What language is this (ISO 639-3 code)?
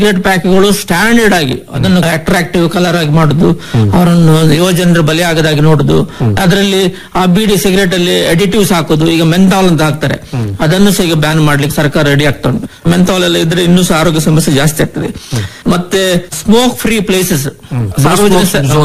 kan